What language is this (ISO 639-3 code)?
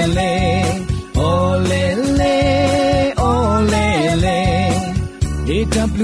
tha